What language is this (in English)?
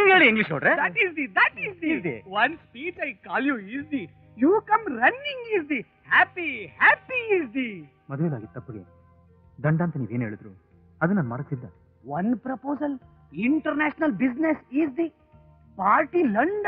Kannada